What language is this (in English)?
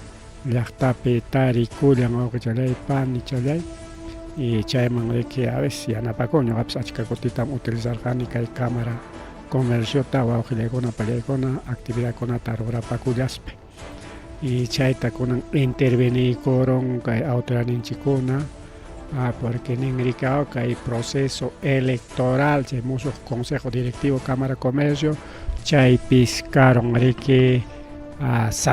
Ayacucho Quechua